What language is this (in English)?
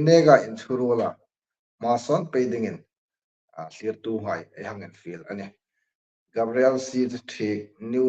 Hmar